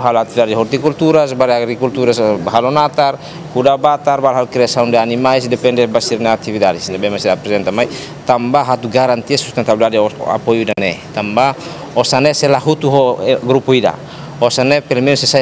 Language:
Tetum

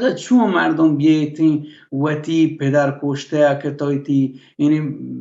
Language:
Baluchi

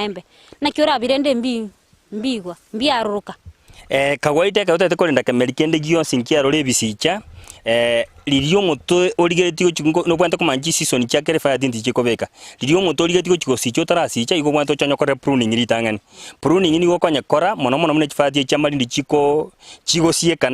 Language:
Gusii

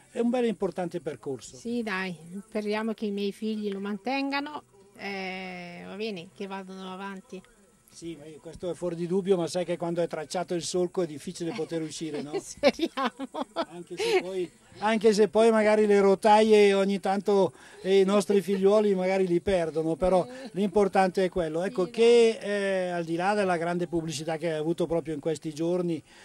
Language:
Italian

